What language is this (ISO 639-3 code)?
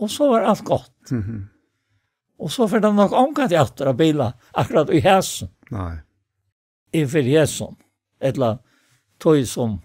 fao